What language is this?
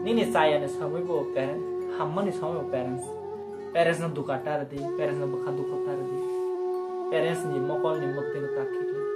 Kok Borok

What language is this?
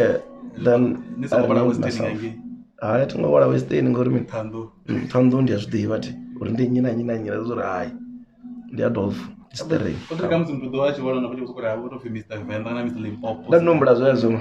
Venda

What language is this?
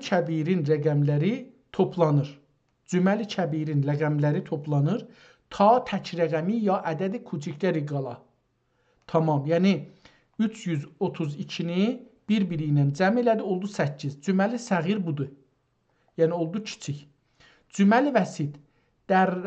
South Azerbaijani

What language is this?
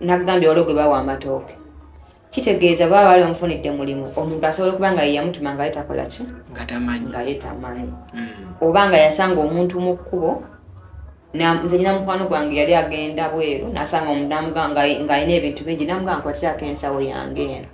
Ganda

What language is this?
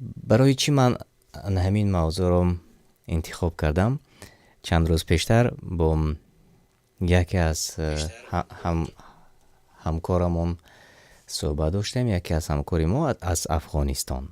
Tajik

